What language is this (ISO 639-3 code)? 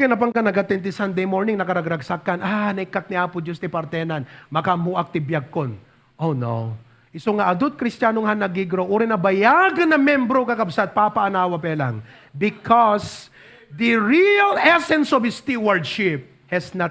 ilo